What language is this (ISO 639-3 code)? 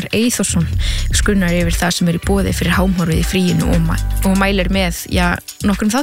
isl